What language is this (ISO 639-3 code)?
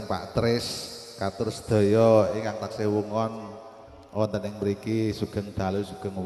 jav